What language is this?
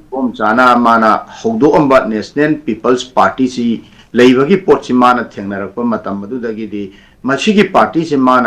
Manipuri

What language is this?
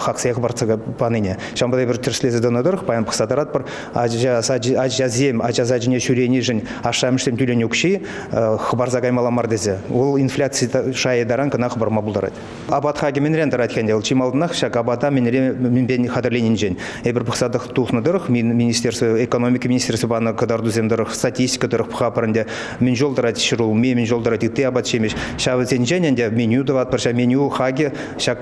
Chuvash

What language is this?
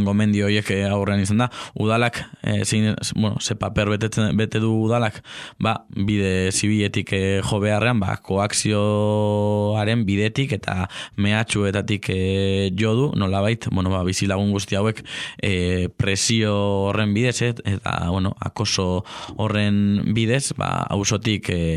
Basque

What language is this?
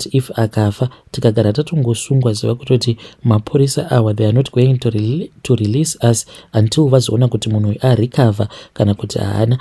Shona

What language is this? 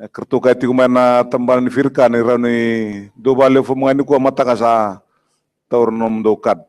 Fijian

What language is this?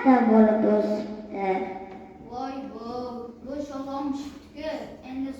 Uzbek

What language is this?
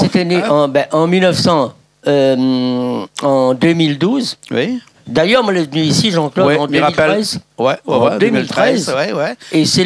Réunion Creole French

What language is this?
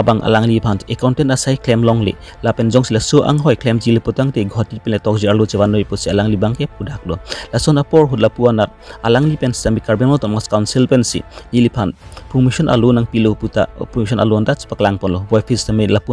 Karbi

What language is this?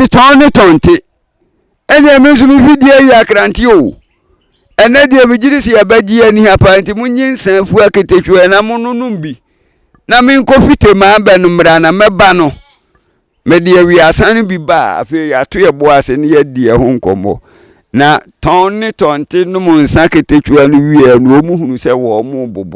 Akan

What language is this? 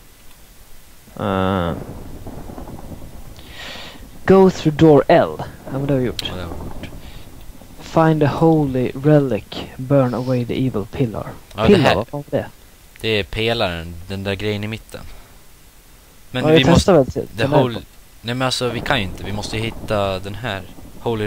Swedish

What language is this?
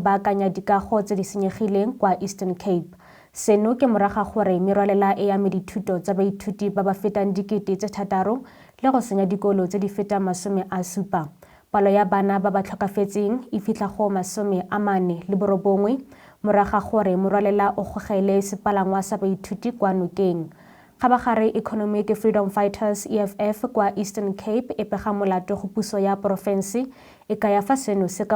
Tswana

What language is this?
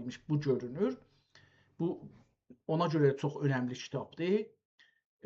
South Azerbaijani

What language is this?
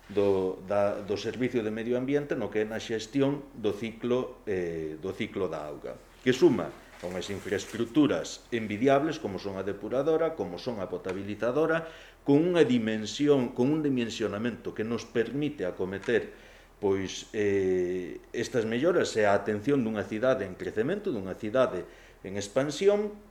Galician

